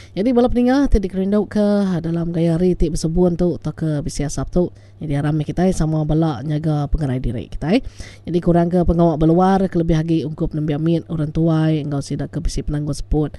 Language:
Iban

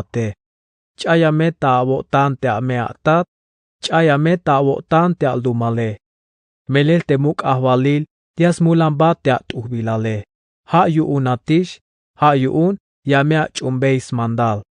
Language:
Tzeltal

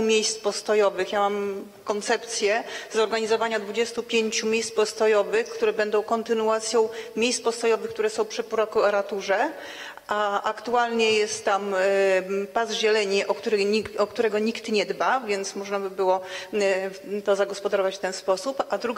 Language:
Polish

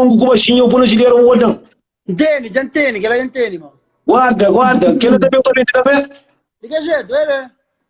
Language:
Kabuverdianu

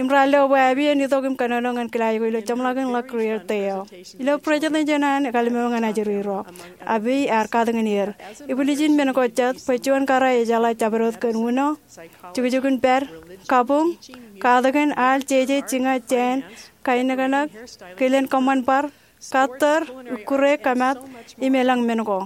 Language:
Marshallese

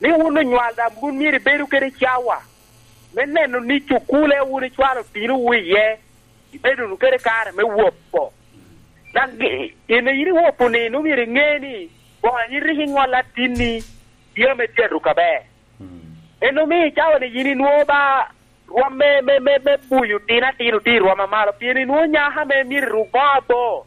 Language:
Lango (Uganda)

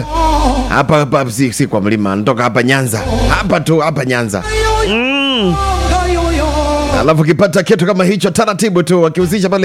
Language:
Swahili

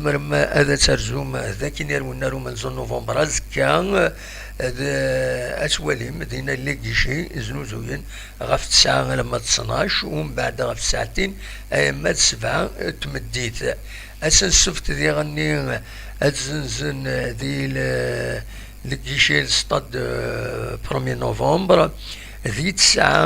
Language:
Kabyle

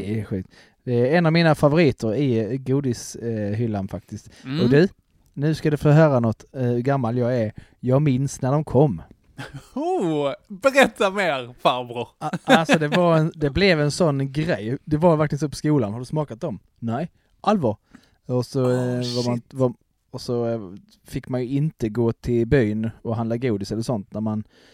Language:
Swedish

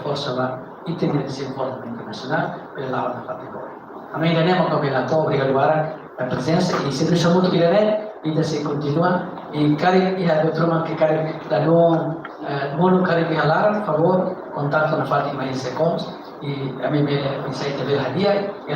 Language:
Tetum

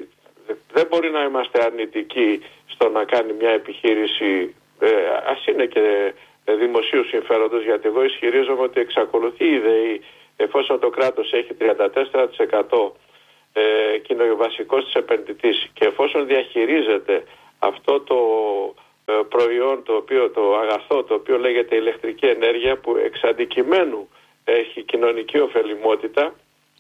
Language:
Greek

